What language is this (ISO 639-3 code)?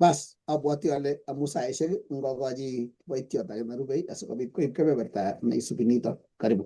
kln